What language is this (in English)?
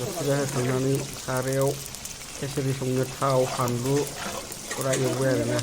Bodo